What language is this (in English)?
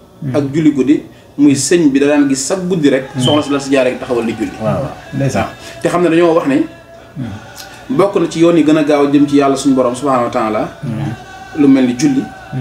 Wolof